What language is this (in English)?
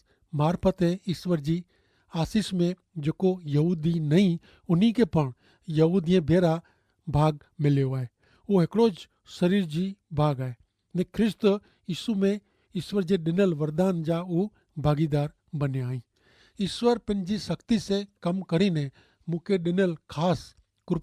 Kachhi